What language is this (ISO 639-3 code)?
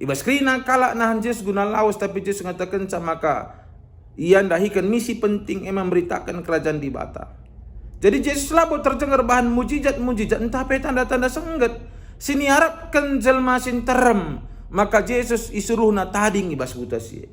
btx